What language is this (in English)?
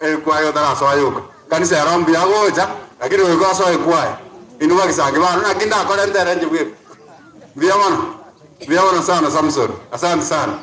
Gusii